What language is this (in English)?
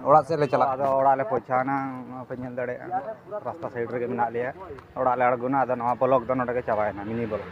Santali